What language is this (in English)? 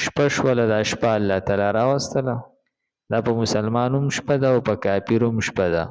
Pashto